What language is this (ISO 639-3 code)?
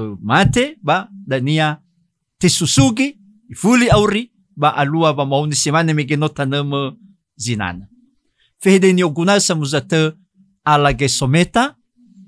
nia